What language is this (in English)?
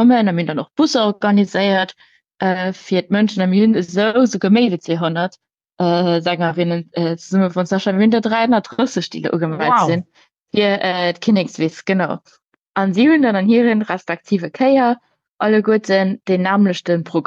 Luxembourgish